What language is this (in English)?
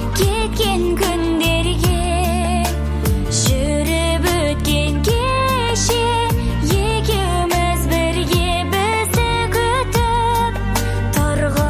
Kazakh